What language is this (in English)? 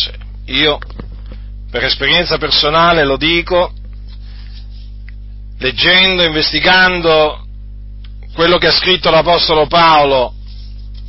Italian